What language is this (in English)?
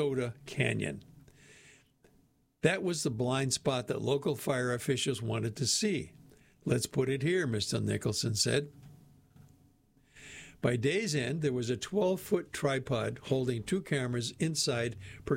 English